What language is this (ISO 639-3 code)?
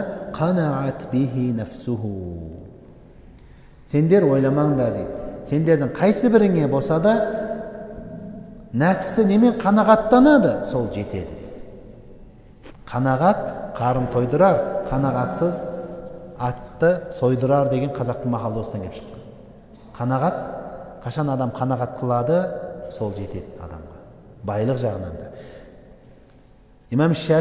kaz